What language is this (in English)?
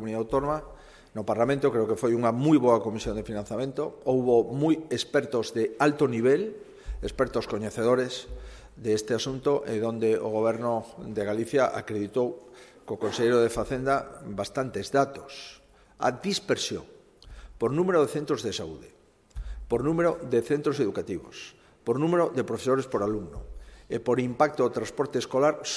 Galician